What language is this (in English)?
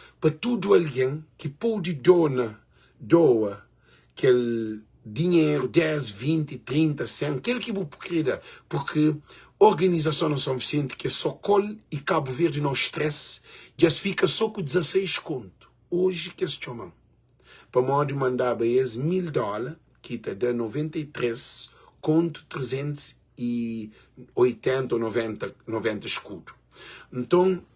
Kabuverdianu